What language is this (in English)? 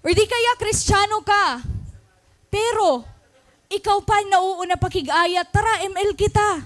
Waray